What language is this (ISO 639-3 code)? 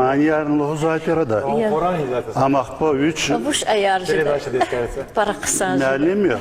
lez